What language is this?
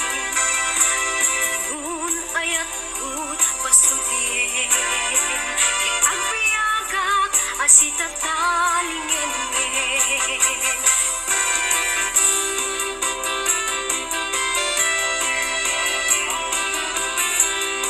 Iloko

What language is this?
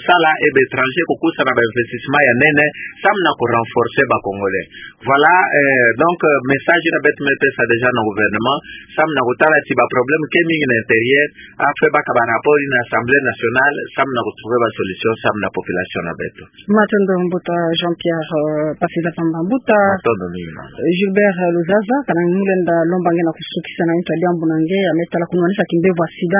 Kituba (Democratic Republic of Congo)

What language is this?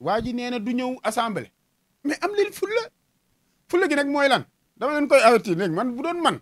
Wolof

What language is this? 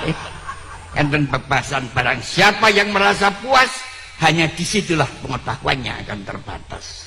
Javanese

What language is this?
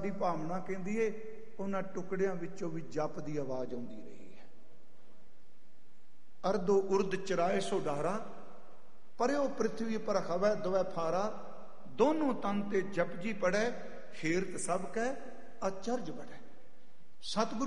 Punjabi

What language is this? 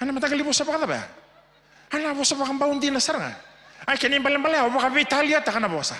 Fijian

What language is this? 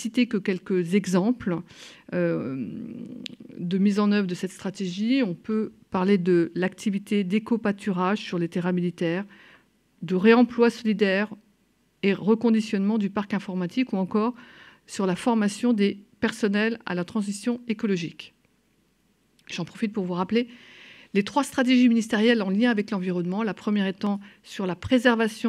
French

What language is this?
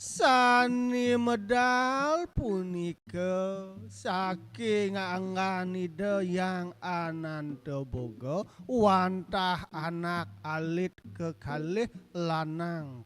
Balinese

